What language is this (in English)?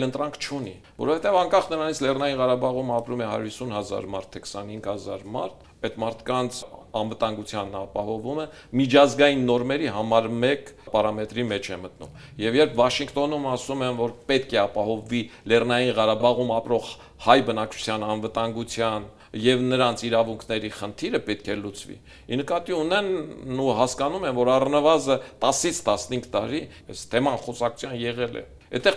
Armenian